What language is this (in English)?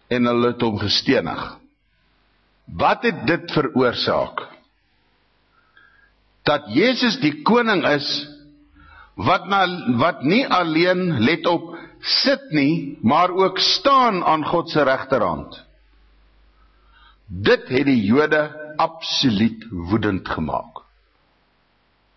Afrikaans